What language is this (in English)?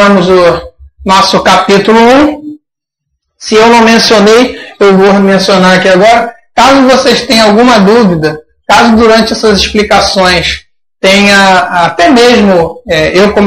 Portuguese